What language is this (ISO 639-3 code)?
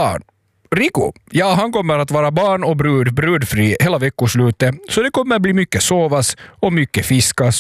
swe